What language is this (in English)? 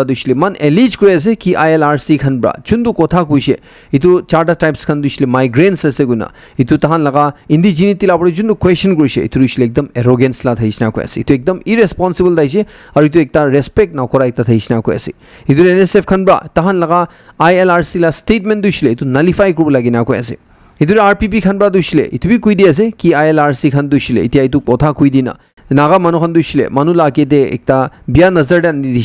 Naga Pidgin